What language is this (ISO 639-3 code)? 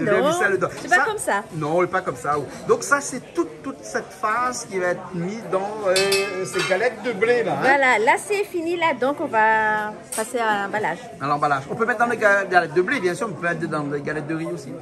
rcf